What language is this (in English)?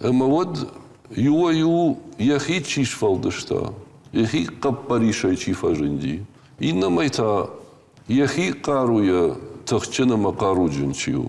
Ossetic